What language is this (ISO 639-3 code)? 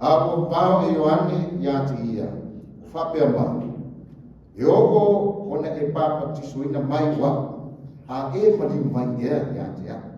smo